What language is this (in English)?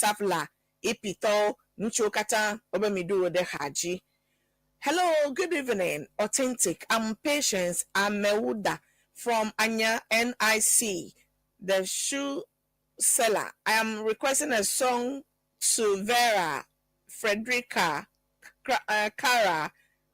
Ewe